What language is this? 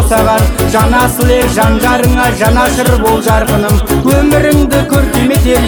Kazakh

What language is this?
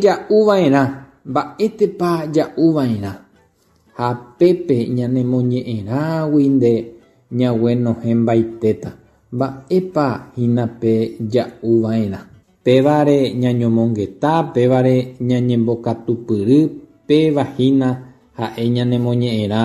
Guarani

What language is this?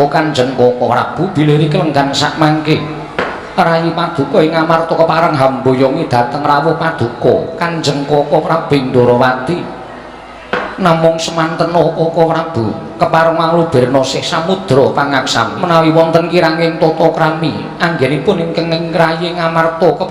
Javanese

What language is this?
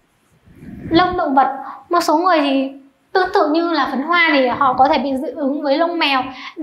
Vietnamese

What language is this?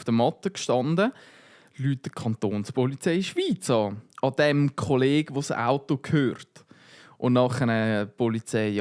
Swiss German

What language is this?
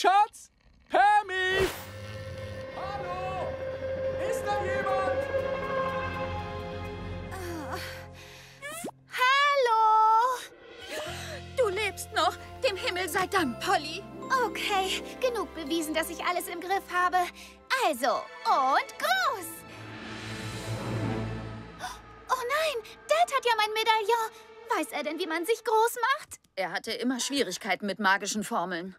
German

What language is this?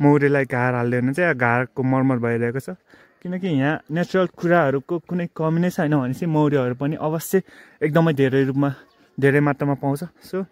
Nepali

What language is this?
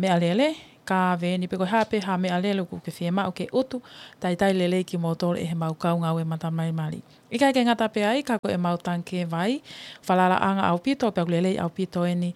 Tongan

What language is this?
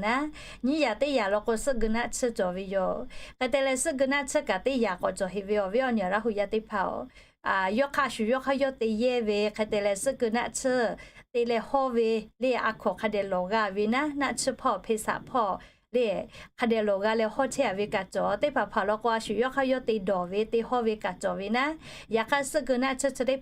Lahu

